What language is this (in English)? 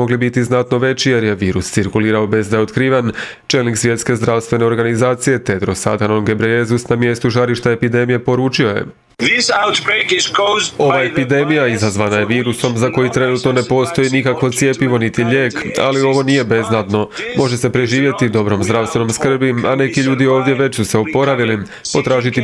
Croatian